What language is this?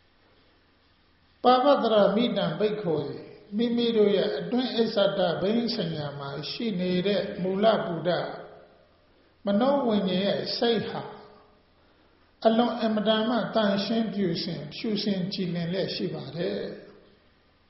Burmese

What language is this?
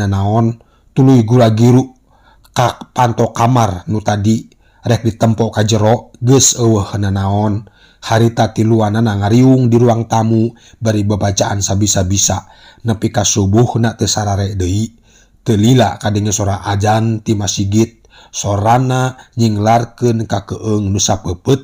Sundanese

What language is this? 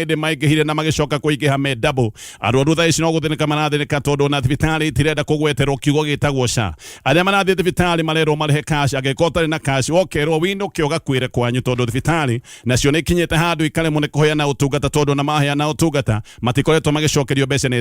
Kikuyu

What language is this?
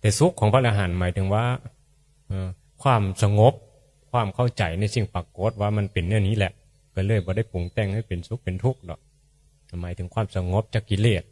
Northeastern Thai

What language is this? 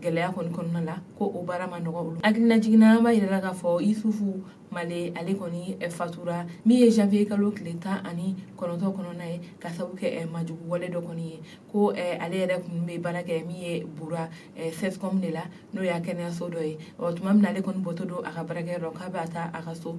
Bambara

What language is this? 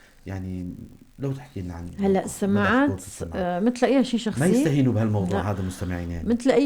North Levantine Arabic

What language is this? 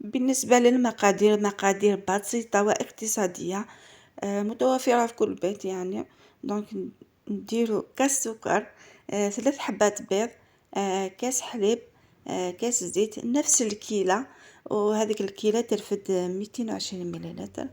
Algerian Arabic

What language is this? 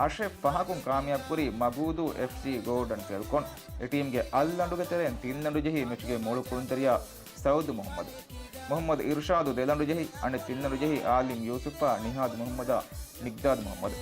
Divehi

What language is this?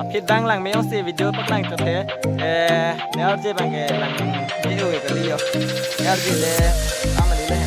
Karbi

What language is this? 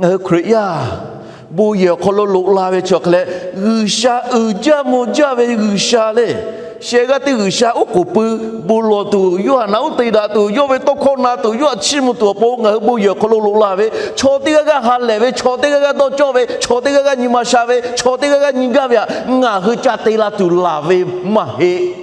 Lahu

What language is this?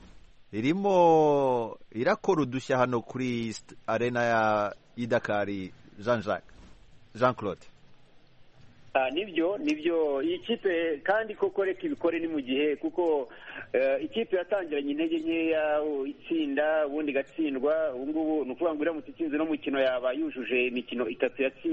Kinyarwanda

